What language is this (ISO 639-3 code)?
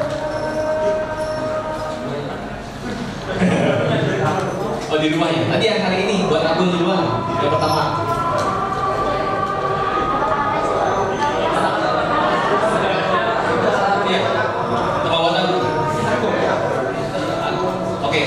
ind